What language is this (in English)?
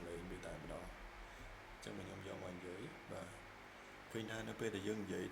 Khmer